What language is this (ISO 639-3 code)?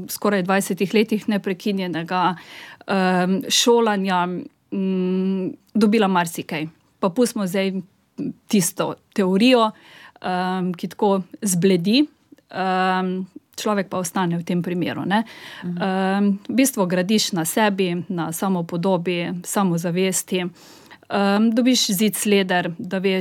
slv